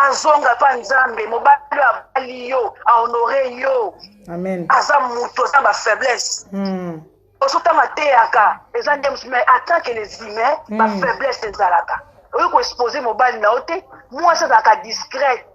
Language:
Lingala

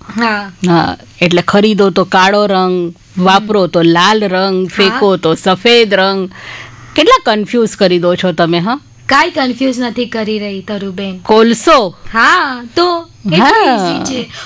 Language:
Gujarati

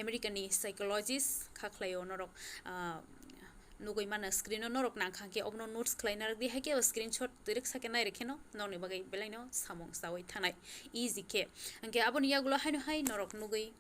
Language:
Kok Borok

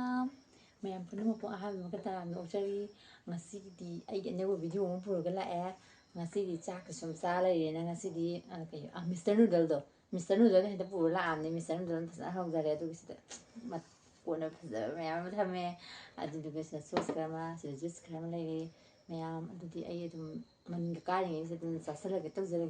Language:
Manipuri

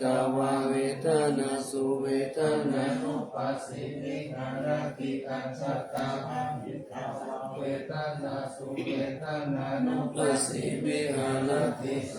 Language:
Pali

